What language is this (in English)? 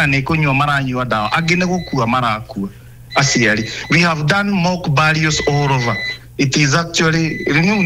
Kikuyu